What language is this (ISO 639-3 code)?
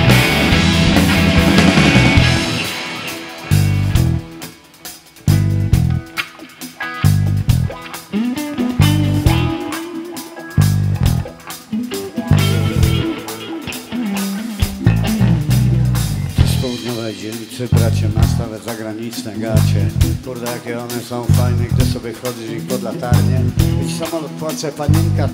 pol